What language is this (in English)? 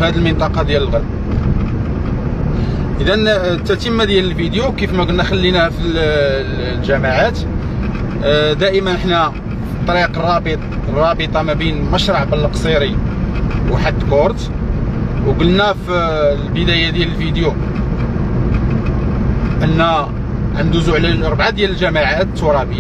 Moroccan Arabic